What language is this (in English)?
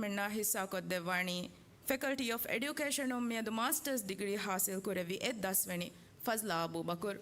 Divehi